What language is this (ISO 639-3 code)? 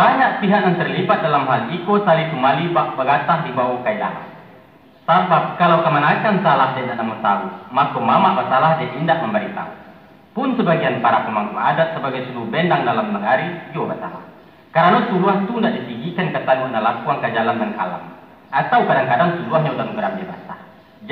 min